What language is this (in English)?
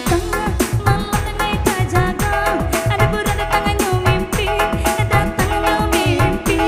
Minangkabau